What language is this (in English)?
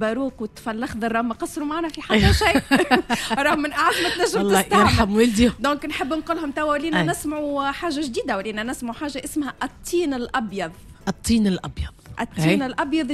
Tunisian Arabic